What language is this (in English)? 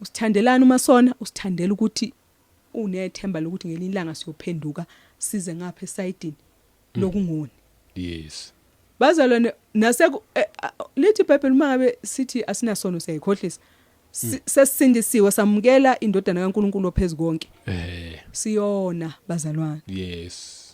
Zulu